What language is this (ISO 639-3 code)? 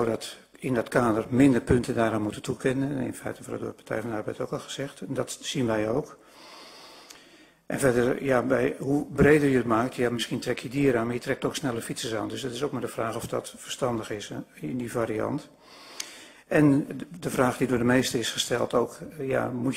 nld